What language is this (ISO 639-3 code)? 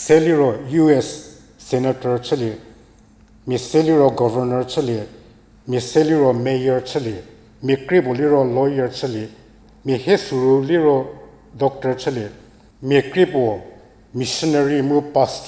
njm